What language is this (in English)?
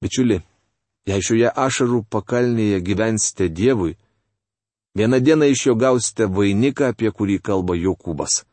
Lithuanian